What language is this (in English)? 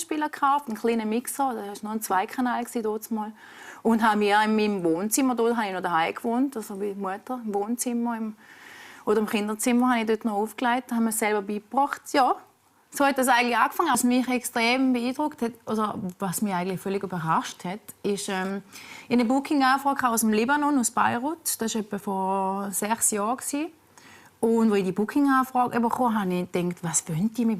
Swiss German